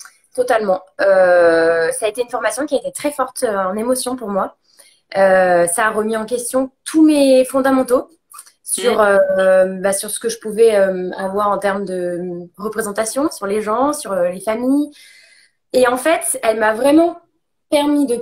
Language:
French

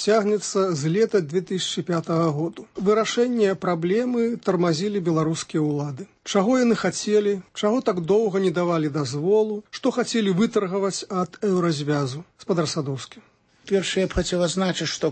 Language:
Belarusian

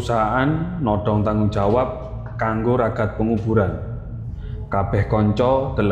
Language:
Javanese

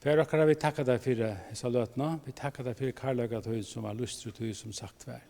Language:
Faroese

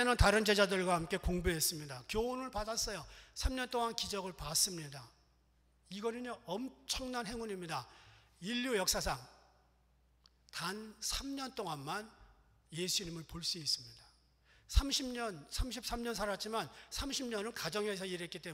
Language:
Korean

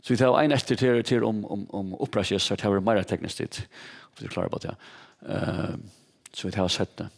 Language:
Faroese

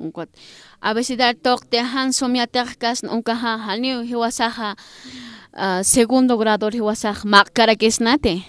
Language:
Aymara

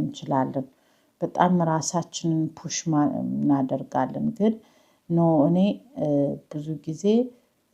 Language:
Amharic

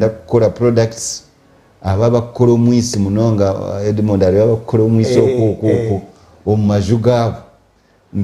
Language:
Nyankole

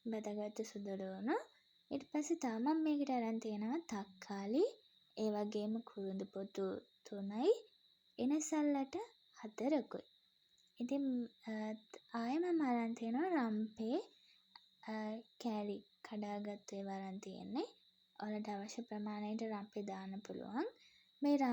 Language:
Sinhala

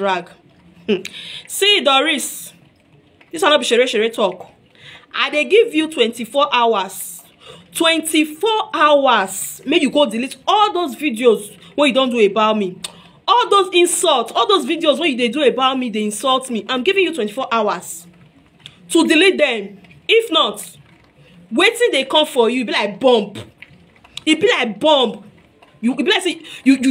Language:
Nigerian Pidgin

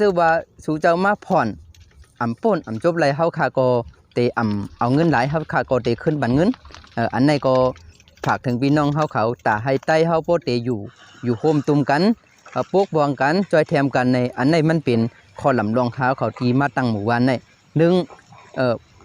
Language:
Shan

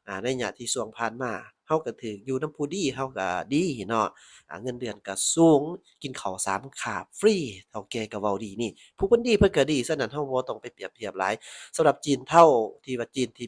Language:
Lao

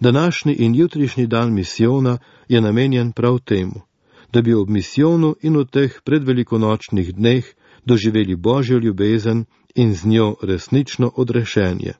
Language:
Slovenian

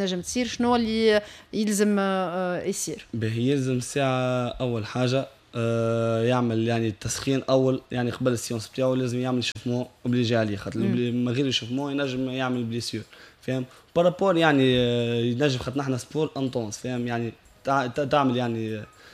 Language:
Tunisian Arabic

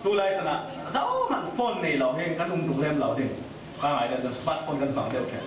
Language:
Falam Chin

